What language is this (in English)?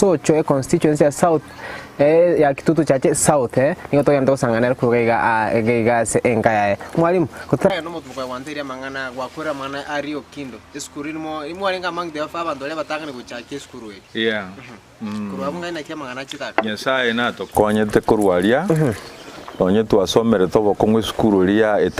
Gusii